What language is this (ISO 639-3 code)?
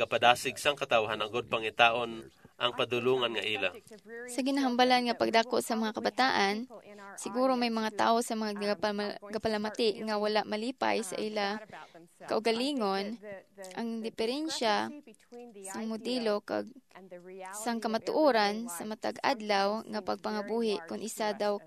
hil